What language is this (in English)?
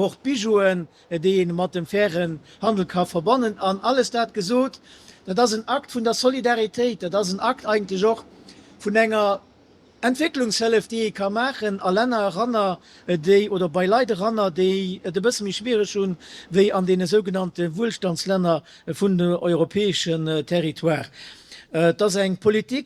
Luxembourgish